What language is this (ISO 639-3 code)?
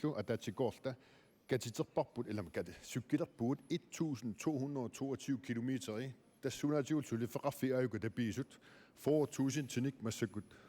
kal